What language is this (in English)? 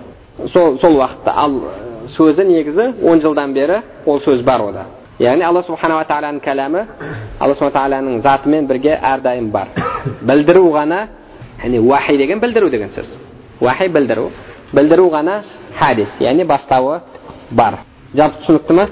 Kazakh